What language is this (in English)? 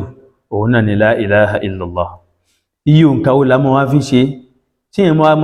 Yoruba